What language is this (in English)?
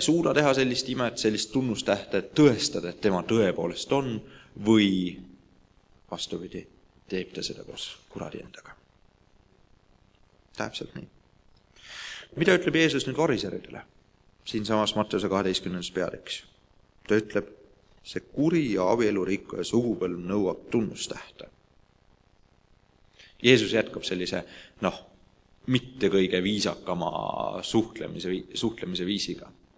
Estonian